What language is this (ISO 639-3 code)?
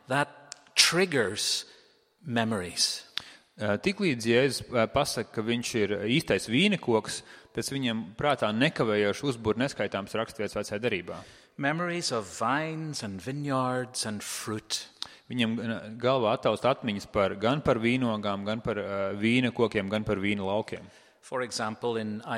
lav